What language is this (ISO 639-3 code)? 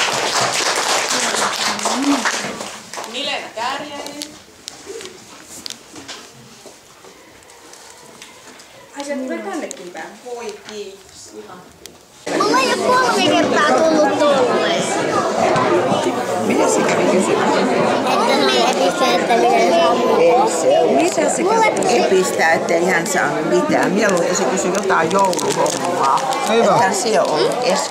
fin